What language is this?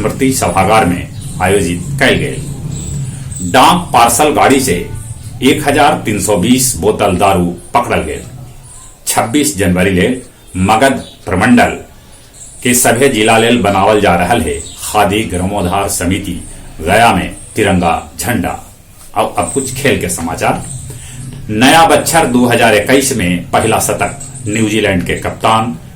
Magahi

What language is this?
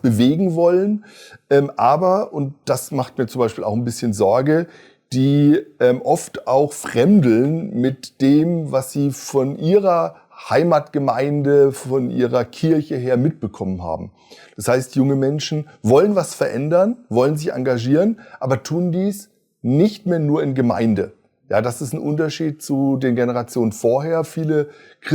Swiss German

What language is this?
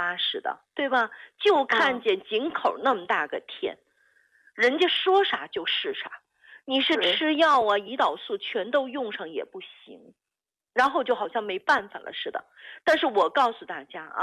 Chinese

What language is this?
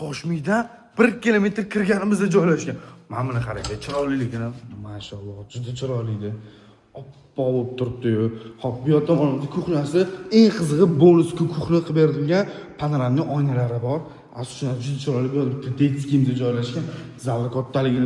Uzbek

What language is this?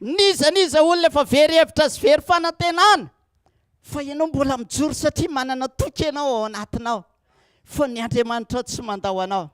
Malagasy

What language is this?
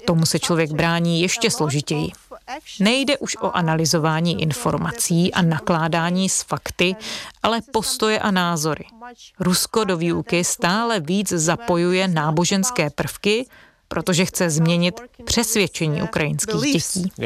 Czech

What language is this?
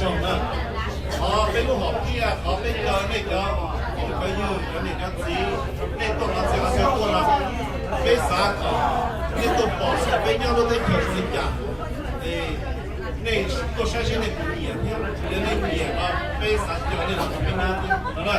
Hmong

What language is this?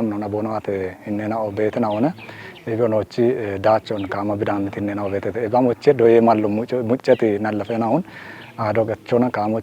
Kafa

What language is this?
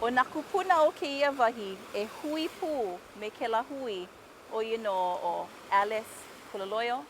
Hawaiian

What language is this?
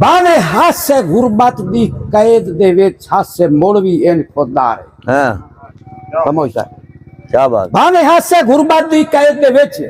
Saraiki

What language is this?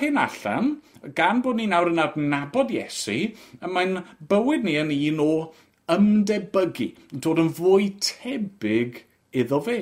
Welsh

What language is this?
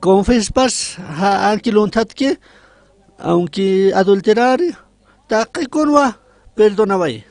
Aymara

